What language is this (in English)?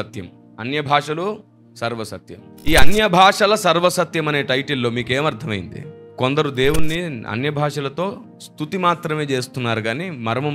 Telugu